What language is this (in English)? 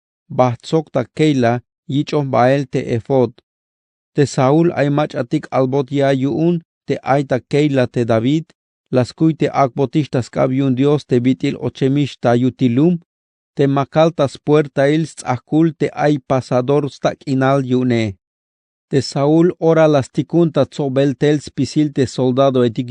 Tzeltal